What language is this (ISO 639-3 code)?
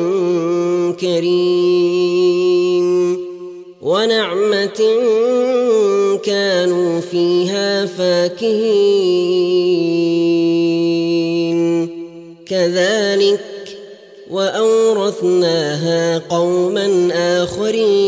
ara